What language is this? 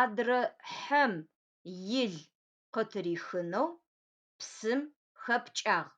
Adyghe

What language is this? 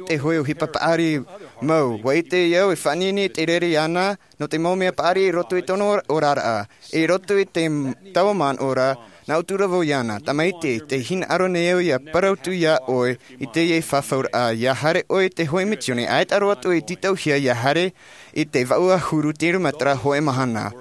Tahitian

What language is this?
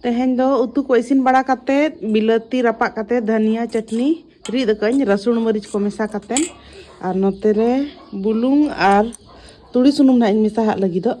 Santali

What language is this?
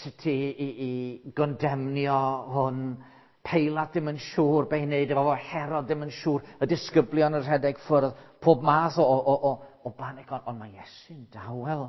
Welsh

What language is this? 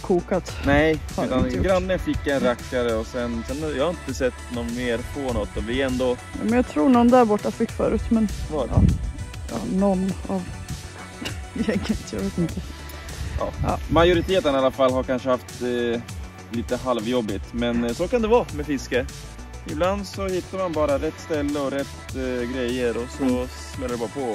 Swedish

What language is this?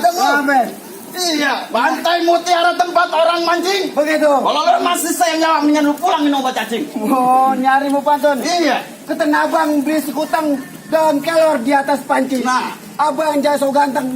Betawi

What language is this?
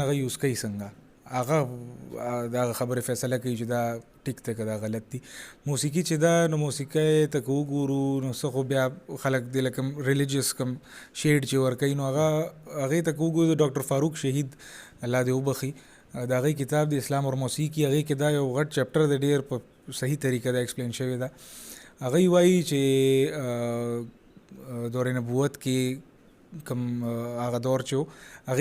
Pashto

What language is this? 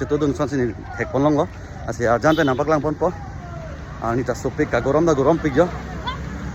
Karbi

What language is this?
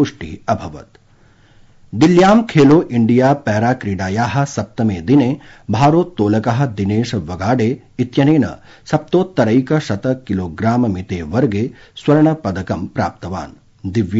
Sanskrit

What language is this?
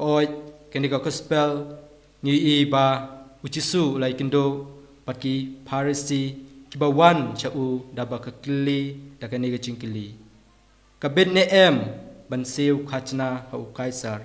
Khasi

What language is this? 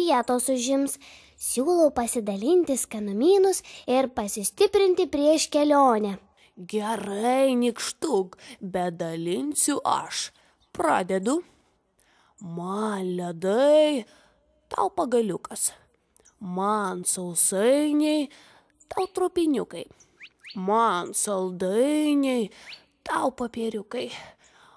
Lithuanian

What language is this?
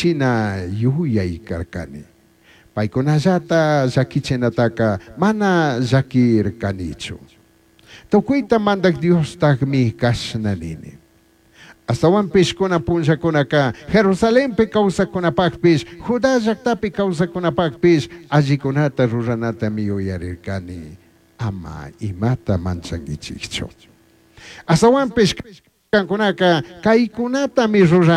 Chimborazo Highland Quichua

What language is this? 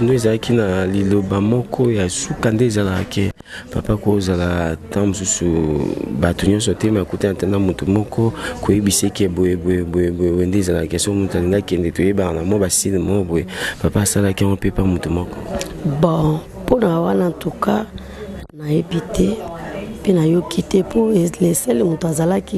Lingala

